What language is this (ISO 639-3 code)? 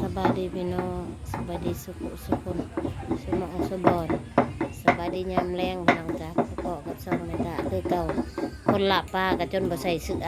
tts